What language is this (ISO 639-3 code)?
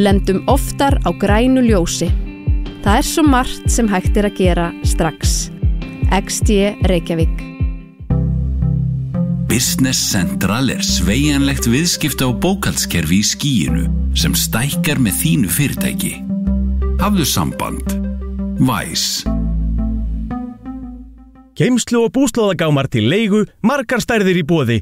isl